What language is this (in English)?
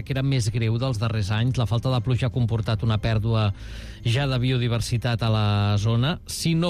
Catalan